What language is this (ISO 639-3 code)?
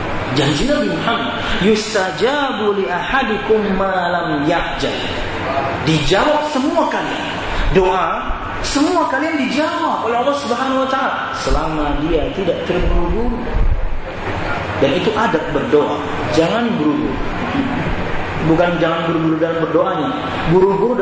ind